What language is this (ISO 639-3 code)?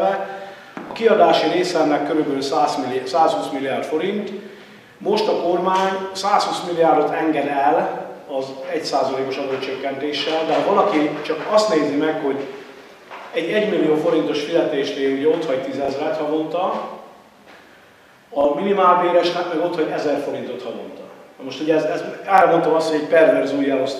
hun